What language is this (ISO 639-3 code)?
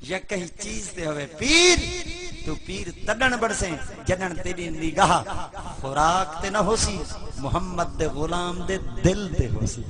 skr